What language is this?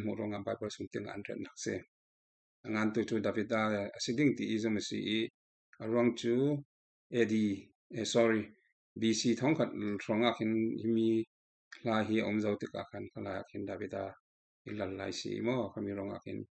Falam Chin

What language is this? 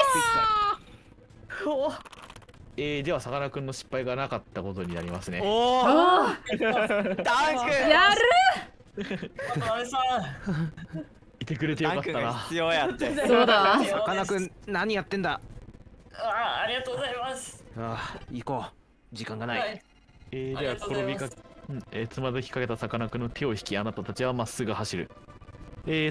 Japanese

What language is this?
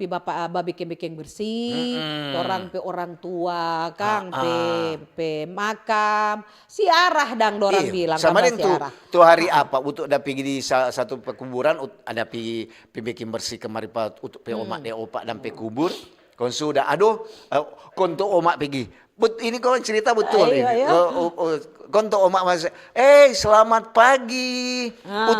Manado Malay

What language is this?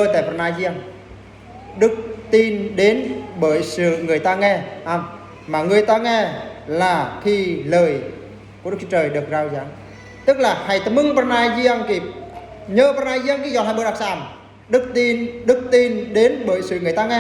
Eastern Bru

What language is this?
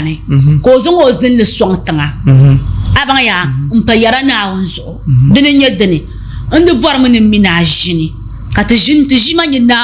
Dagbani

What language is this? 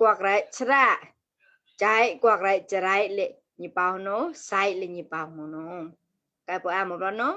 Mon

